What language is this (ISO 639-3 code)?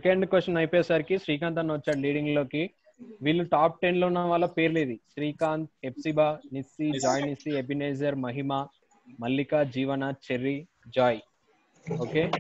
tel